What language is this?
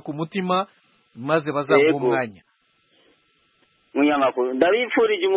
Kinyarwanda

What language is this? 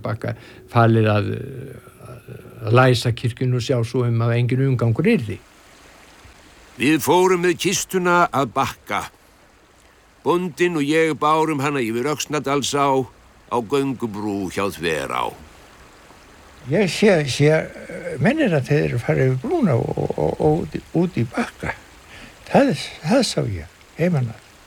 Icelandic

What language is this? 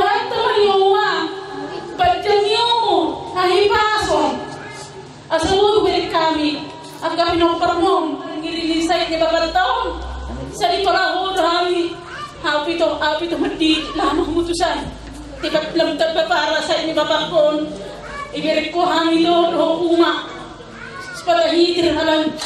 Batak Toba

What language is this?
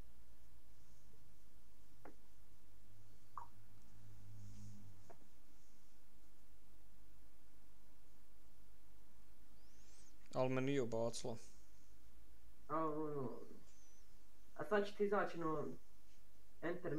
Bosnian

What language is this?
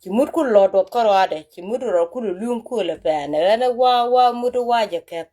Nuer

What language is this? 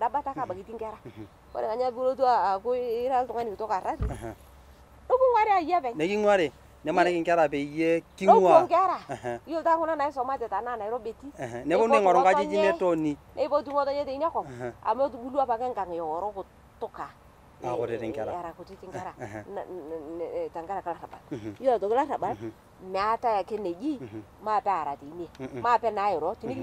Masai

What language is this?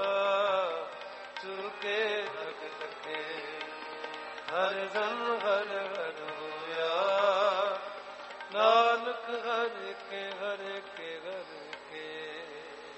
Punjabi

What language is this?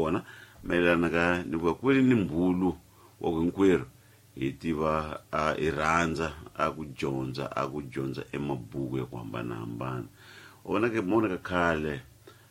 Tsonga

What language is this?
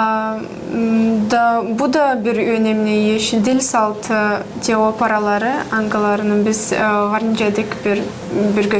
Gagauz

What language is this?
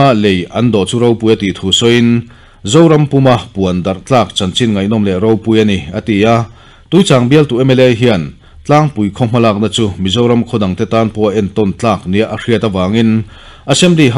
Mizo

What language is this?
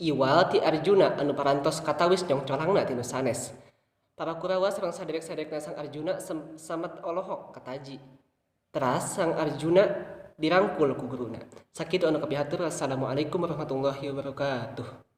Sundanese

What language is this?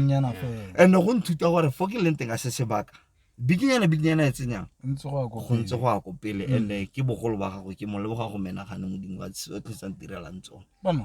Tswana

